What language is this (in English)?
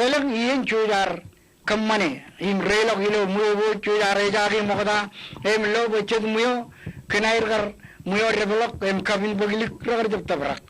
Marshallese